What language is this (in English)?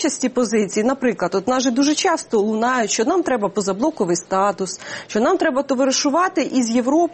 Ukrainian